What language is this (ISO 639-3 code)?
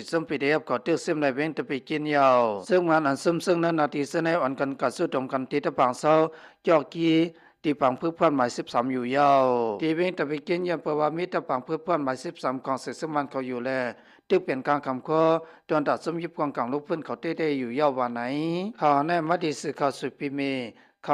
shn